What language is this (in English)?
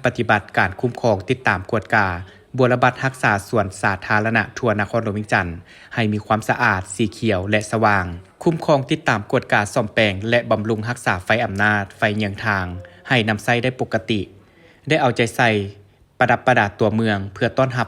Lao